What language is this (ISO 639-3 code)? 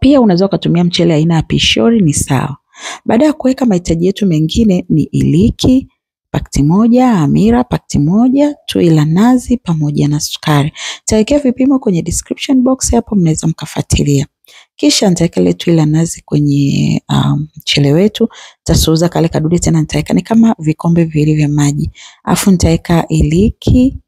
swa